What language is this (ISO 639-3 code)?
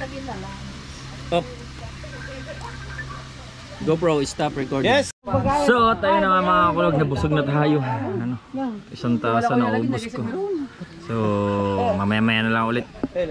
fil